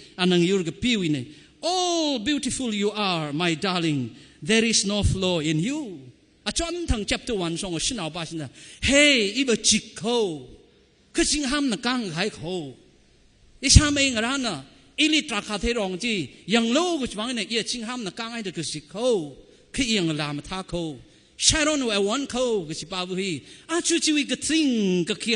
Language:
Tangkhul Naga (India)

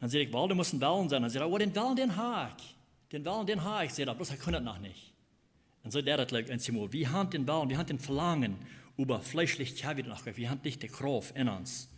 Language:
Plautdietsch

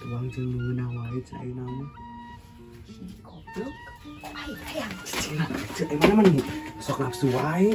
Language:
Sundanese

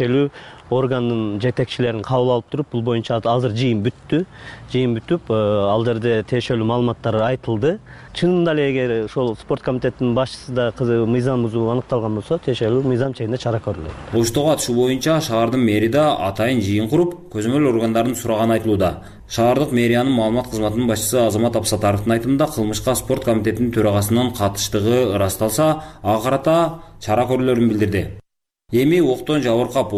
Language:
Kyrgyz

